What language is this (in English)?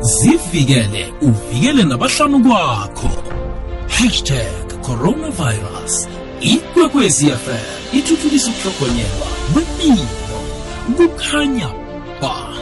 South Ndebele